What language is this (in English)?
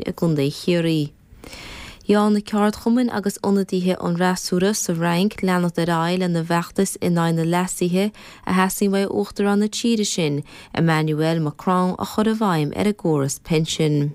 Irish